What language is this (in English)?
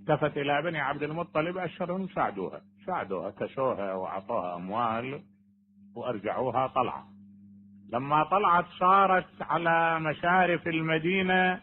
Mesopotamian Arabic